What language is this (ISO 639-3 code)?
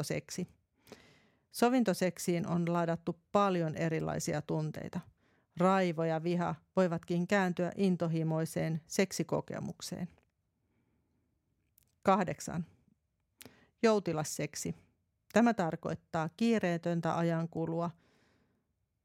fin